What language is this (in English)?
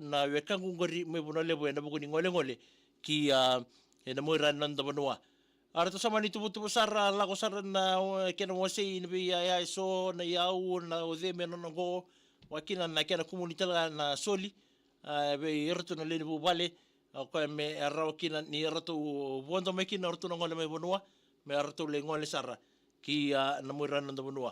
Fijian